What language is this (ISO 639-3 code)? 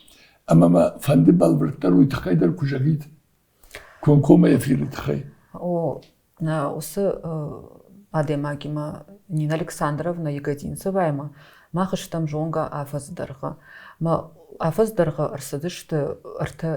oss